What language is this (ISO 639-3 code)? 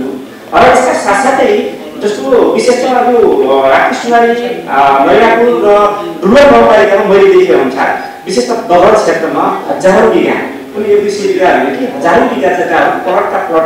nep